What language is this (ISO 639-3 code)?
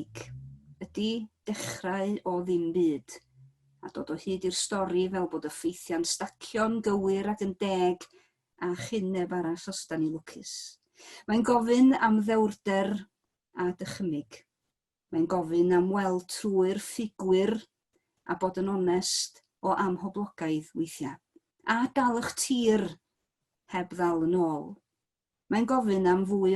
cym